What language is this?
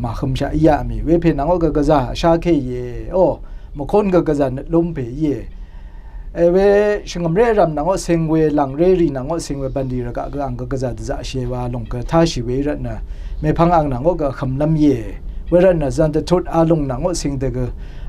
Rawang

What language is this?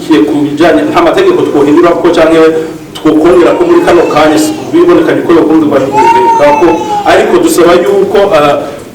Rundi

